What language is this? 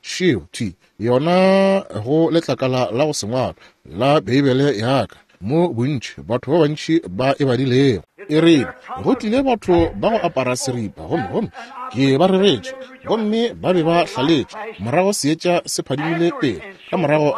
Northern Sotho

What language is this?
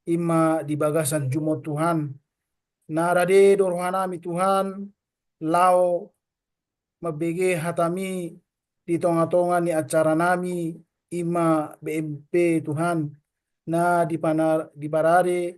Batak Toba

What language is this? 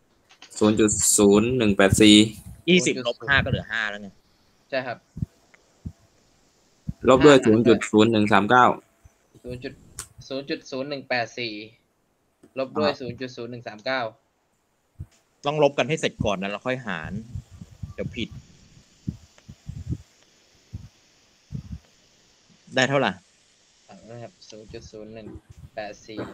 Thai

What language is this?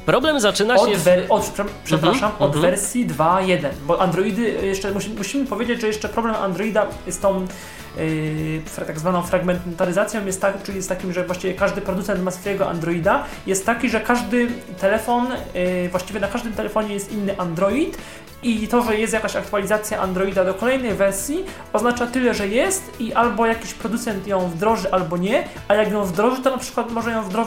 Polish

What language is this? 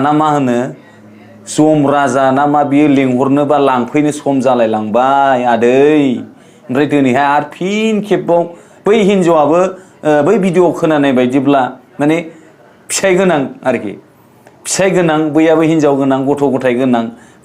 Bodo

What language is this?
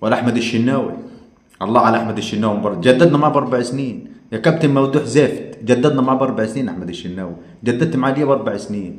Egyptian Arabic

